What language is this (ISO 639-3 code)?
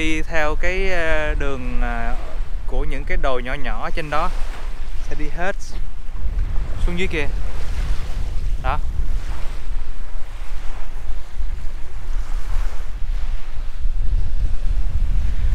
vie